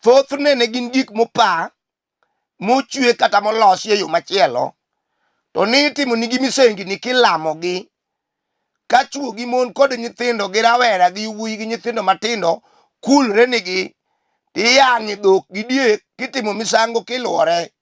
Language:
Luo (Kenya and Tanzania)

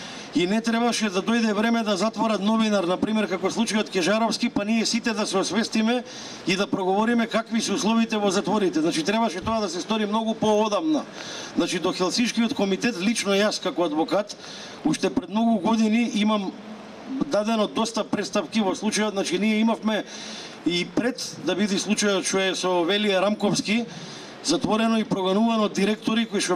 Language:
Macedonian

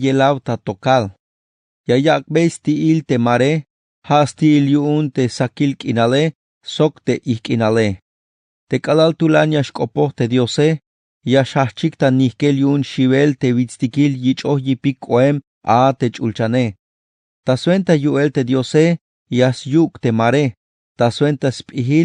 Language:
Tzeltal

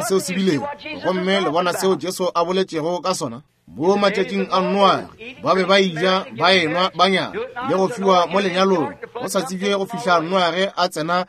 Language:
Northern Sotho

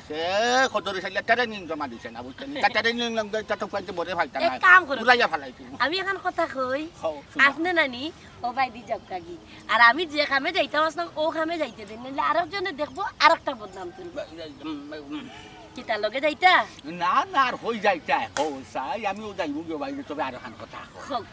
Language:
Sylheti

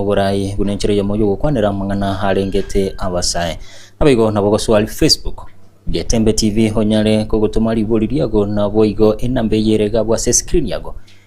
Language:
Gusii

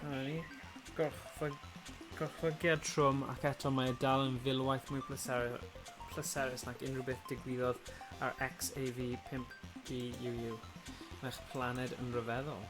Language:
Welsh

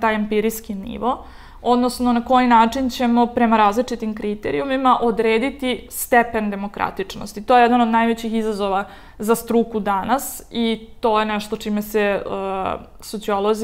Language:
Serbian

